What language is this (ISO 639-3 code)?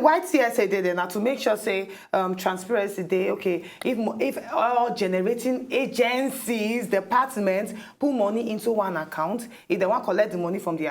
pcm